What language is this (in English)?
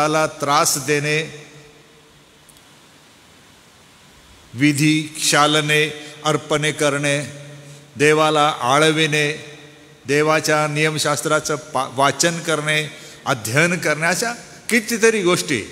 Marathi